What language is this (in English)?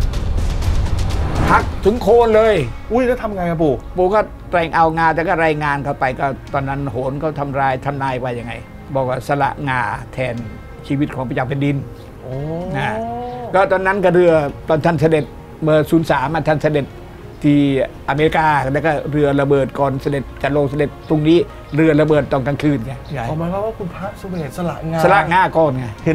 Thai